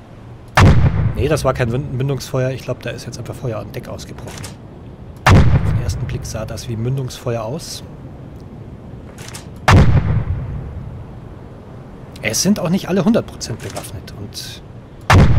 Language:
German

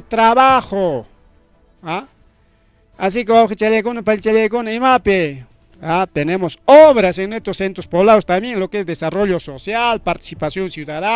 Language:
Ayacucho Quechua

